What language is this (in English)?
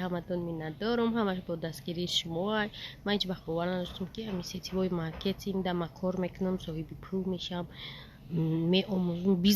Tajik